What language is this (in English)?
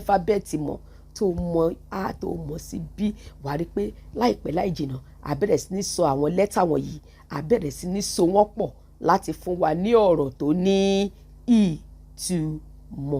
Yoruba